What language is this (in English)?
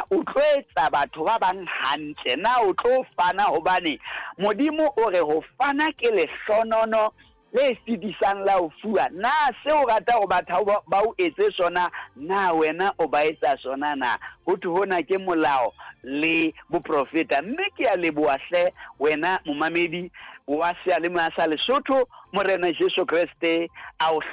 Southern Sotho